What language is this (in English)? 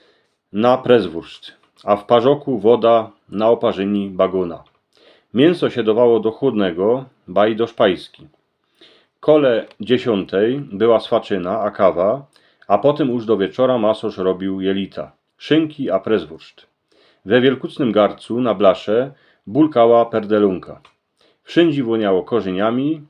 Silesian